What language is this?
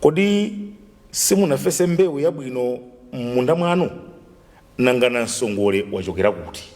Nyanja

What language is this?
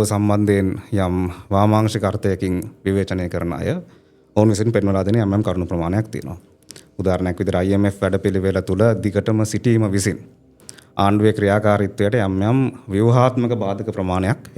Sinhala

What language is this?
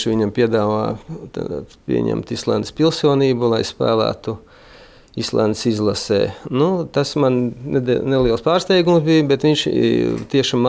Latvian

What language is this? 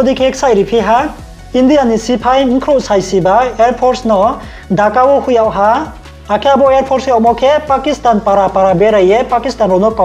Riang (India)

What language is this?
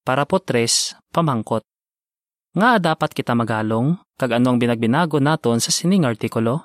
Hiligaynon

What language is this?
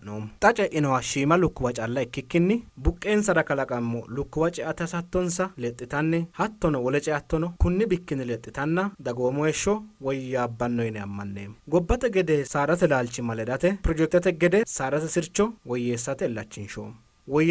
Sidamo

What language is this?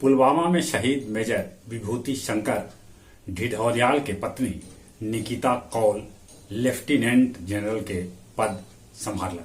Magahi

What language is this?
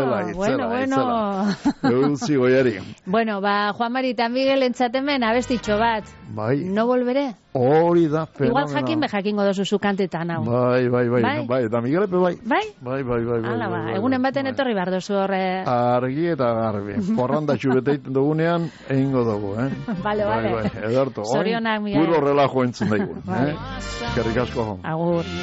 Basque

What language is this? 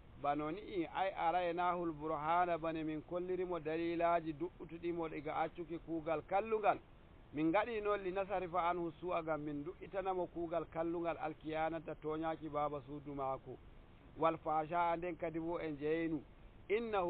Nigerian Fulfulde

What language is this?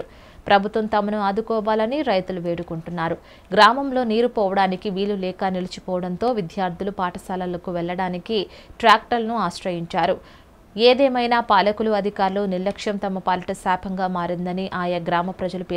Telugu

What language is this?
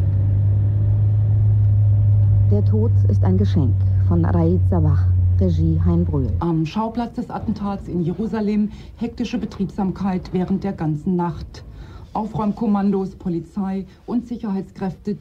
German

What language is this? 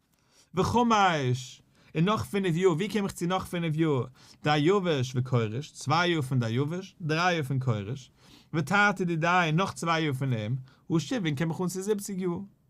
Yiddish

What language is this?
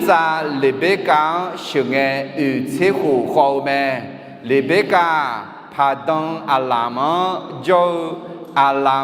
Akha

